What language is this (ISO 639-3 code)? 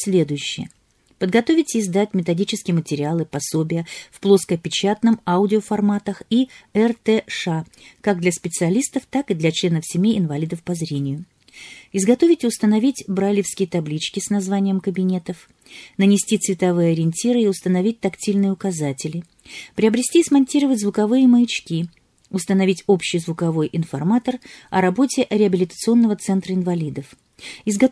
rus